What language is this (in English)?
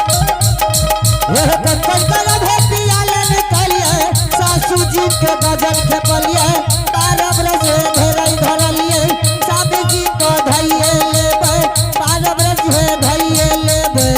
Angika